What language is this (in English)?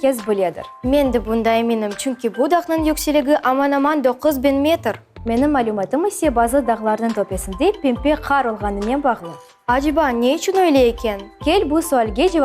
Crimean Tatar